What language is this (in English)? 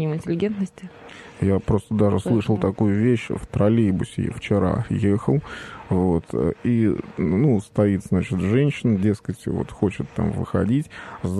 Russian